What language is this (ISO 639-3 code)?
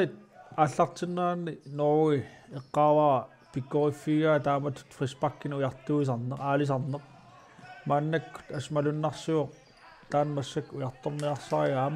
kal